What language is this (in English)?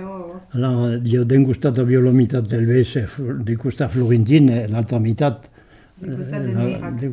Occitan